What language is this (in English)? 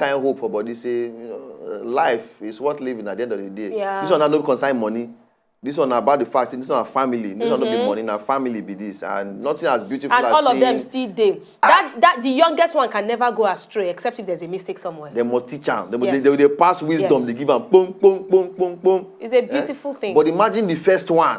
Nigerian Pidgin